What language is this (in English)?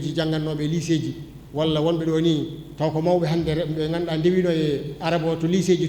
Fula